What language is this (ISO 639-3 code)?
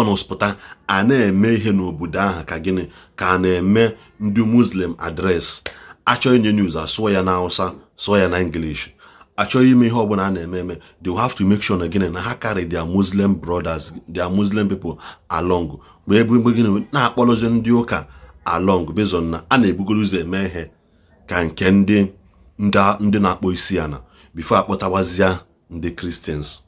ibo